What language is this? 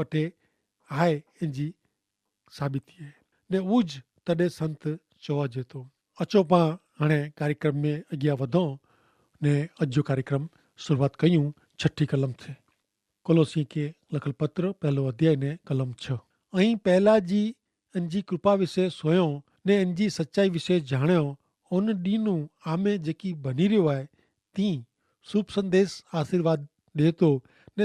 Kachhi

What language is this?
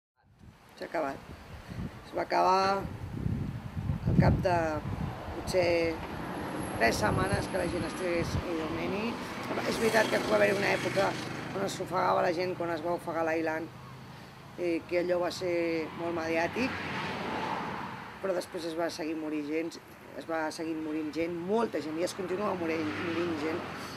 Catalan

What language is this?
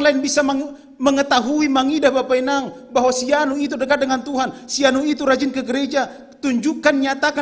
Batak Simalungun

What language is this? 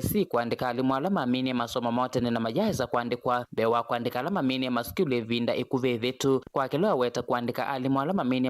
Kamba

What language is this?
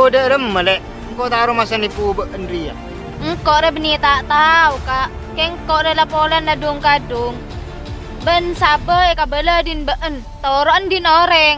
Madurese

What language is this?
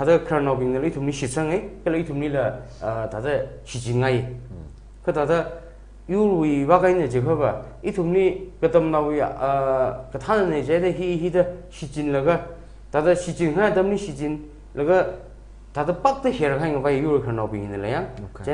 Tangkhul Naga (India)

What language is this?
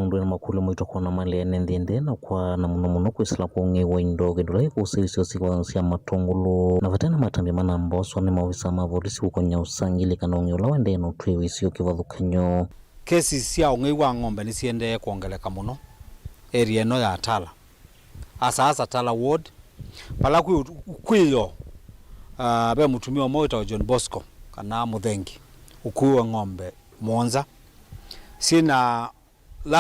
Kamba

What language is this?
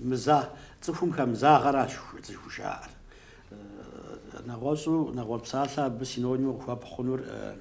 Kabardian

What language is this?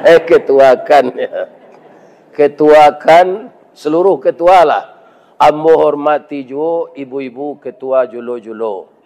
Minangkabau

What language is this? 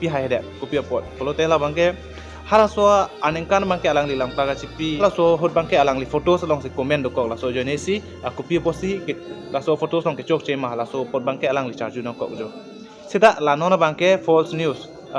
Karbi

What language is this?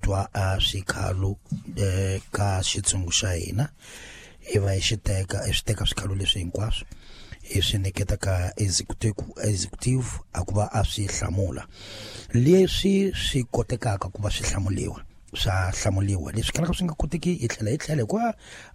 Tsonga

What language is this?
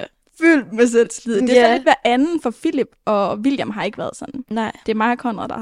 Danish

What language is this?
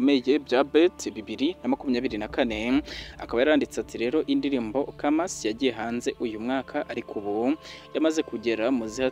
Kinyarwanda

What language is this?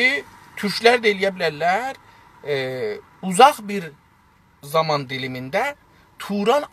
South Azerbaijani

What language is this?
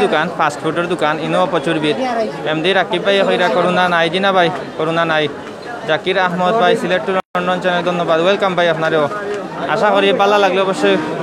Sylheti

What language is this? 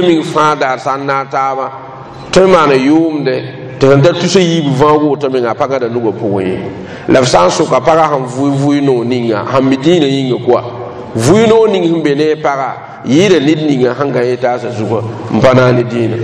Mossi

